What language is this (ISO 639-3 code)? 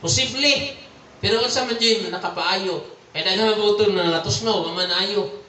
ceb